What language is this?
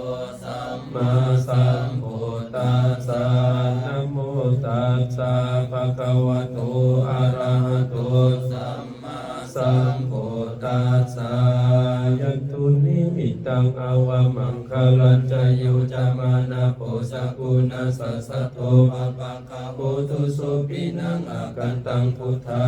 Pali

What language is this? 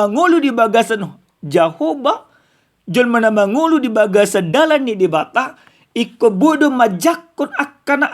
Batak Toba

